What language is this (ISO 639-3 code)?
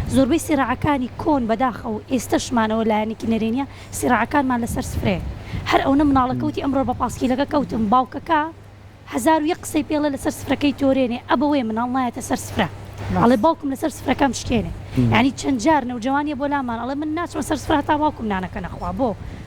ckb